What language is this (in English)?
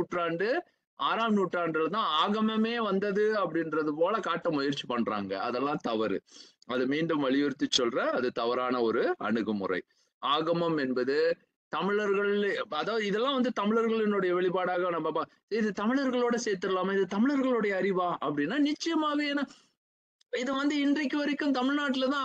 Tamil